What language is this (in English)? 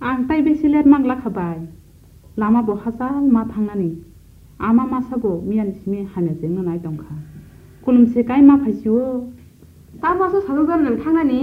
Kok Borok